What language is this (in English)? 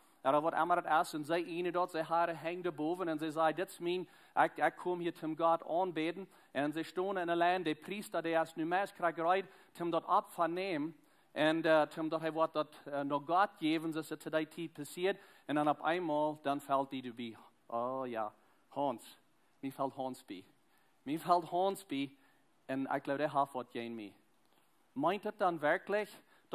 Plautdietsch